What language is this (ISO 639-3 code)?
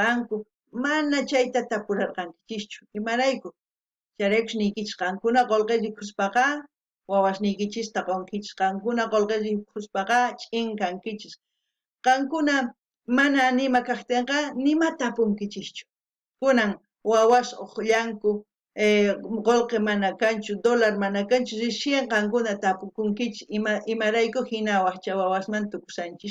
quh